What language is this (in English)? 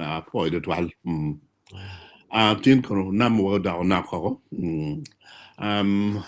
Acoli